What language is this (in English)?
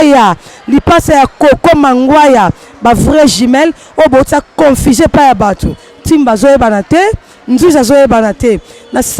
Lingala